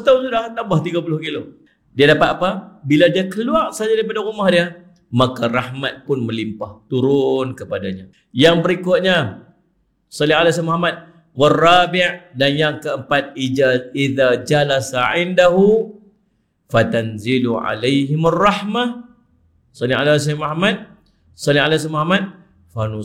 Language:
Malay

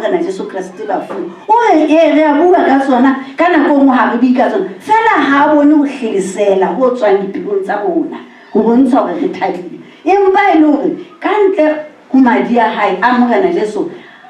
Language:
Southern Sotho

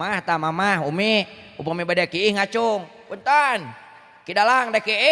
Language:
Sundanese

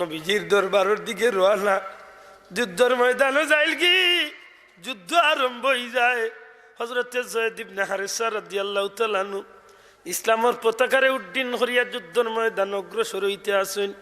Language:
Sylheti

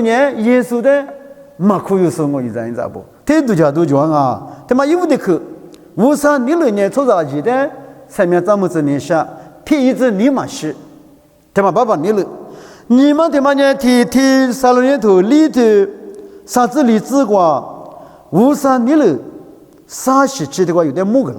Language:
Lisu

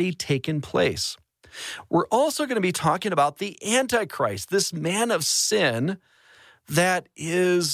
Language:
English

